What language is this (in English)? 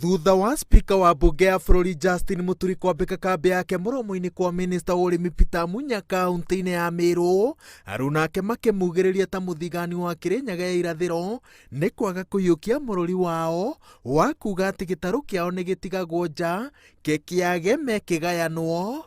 Kikuyu